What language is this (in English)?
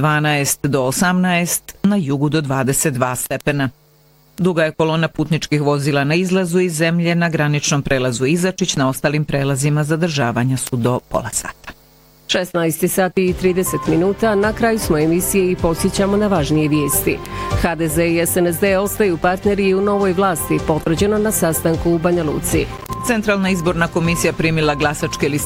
Bosnian